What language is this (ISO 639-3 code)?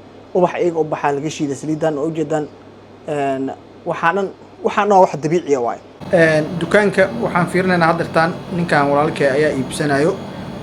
som